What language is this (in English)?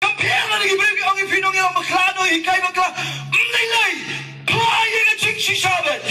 Khasi